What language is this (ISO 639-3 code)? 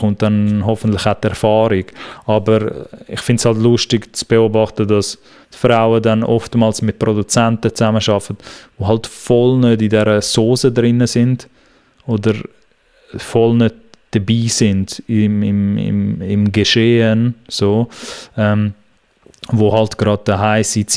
gsw